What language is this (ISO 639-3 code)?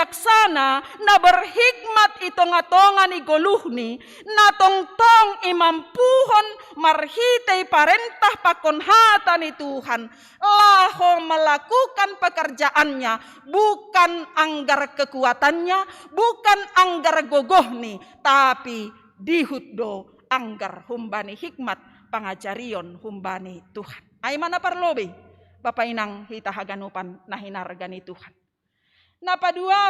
bts